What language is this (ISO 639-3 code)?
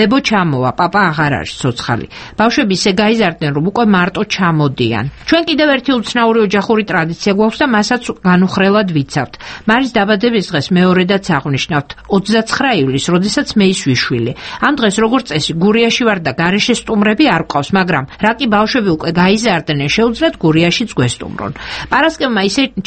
kat